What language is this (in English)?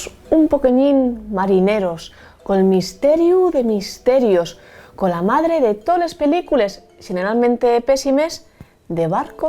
Asturian